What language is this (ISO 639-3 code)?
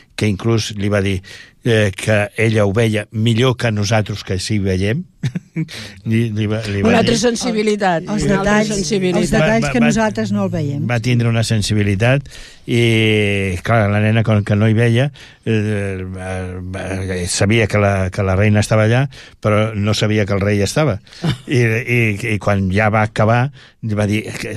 cat